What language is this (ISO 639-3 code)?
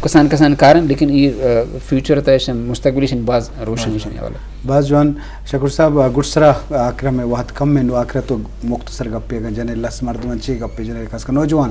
bgp